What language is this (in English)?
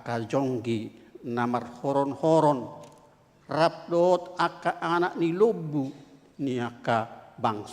Batak Toba